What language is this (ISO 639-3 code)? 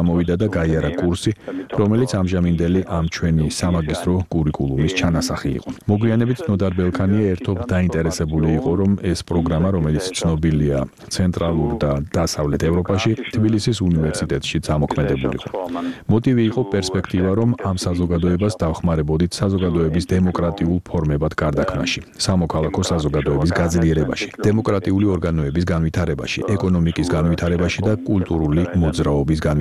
kat